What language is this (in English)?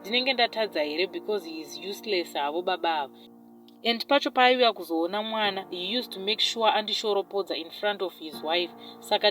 Shona